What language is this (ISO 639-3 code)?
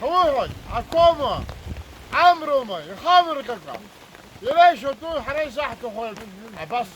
abk